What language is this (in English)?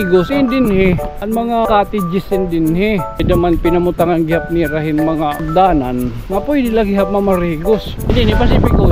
Waray